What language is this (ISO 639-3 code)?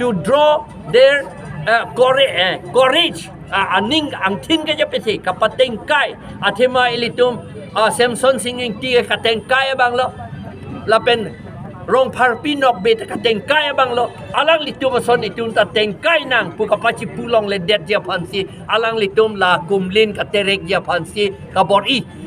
mjw